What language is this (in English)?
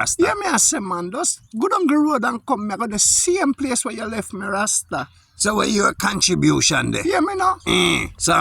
Jamaican Creole English